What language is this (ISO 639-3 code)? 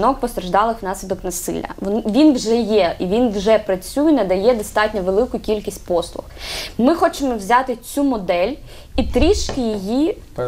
ukr